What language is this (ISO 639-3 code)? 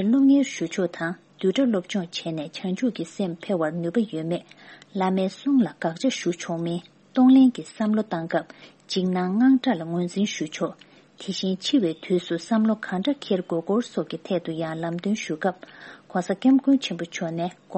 bod